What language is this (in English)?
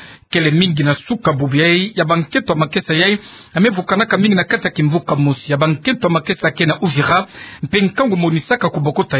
Kituba (Democratic Republic of Congo)